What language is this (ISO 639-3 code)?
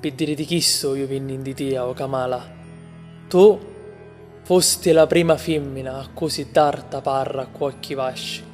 scn